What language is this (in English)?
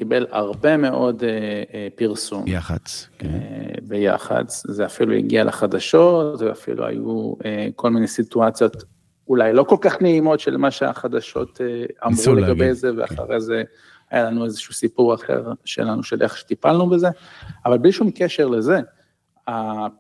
Hebrew